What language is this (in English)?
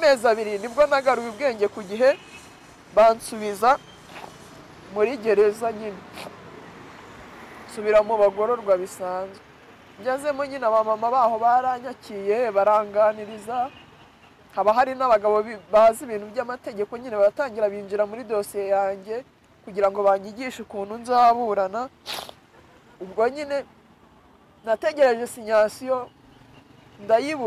Kinyarwanda